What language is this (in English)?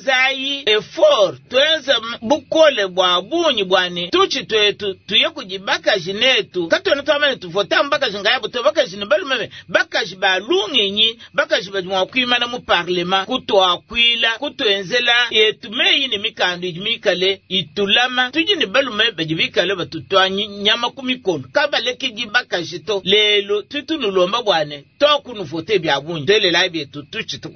Luba-Lulua